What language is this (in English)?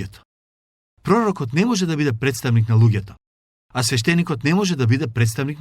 Macedonian